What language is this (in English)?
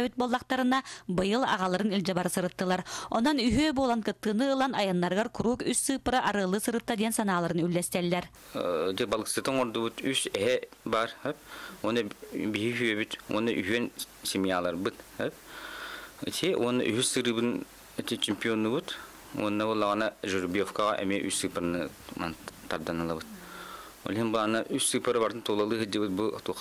Yakut